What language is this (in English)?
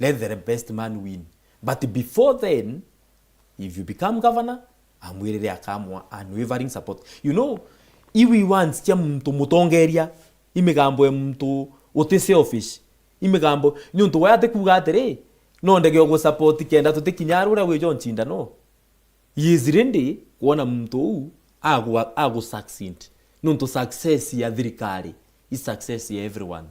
Meru